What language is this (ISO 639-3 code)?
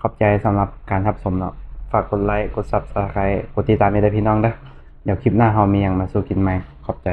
tts